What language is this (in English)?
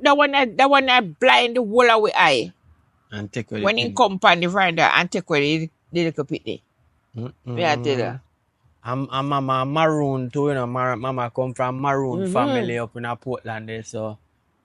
Jamaican Creole English